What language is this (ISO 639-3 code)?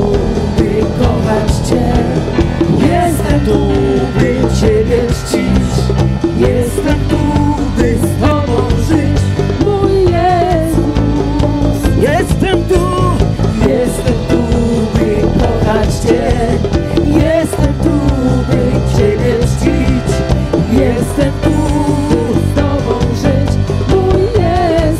pol